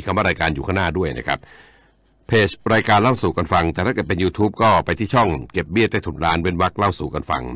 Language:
Thai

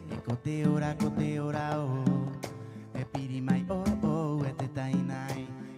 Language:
Rapanui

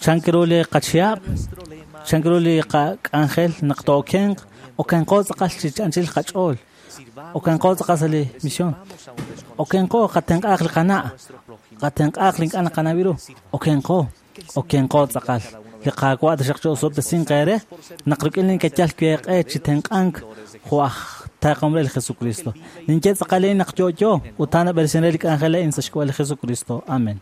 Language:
Kekchí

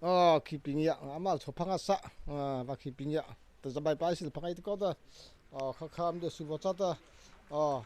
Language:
Mara Chin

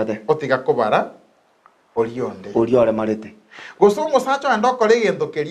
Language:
Gusii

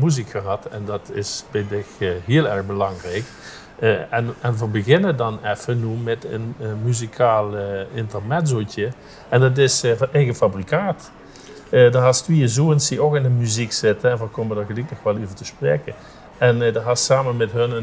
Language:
Limburgish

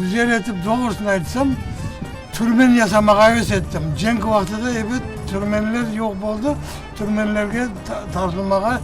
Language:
Crimean Tatar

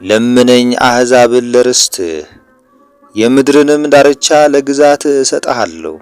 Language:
Amharic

